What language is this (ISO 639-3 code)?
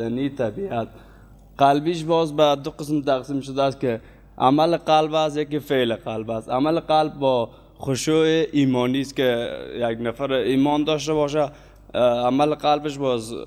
fas